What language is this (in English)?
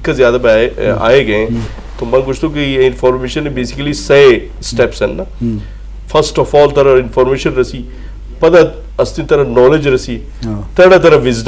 Eastern Balochi